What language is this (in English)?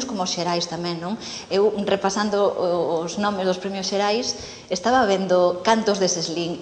Galician